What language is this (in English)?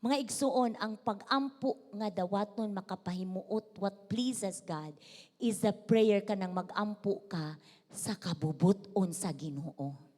Cebuano